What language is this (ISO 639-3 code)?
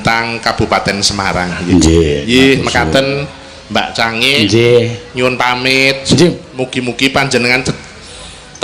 jav